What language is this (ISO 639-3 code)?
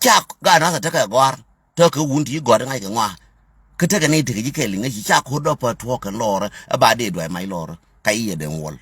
nus